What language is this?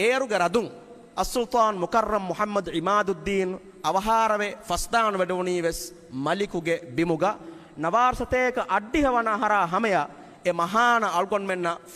Divehi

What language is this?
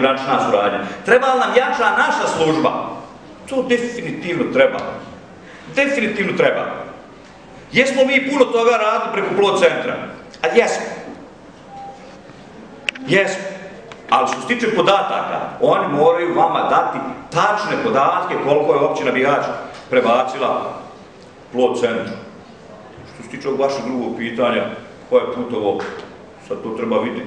Bosnian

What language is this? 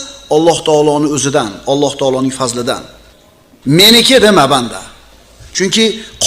Uzbek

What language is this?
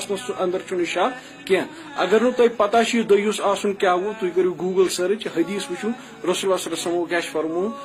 Kashmiri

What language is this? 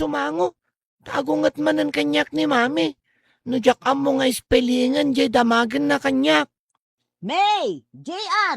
Iloko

